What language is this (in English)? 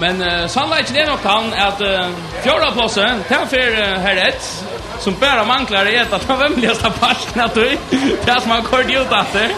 Faroese